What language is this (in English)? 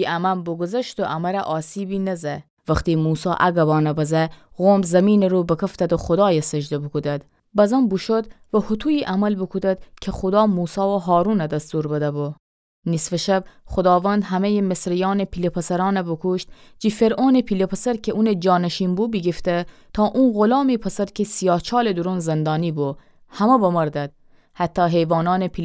Gilaki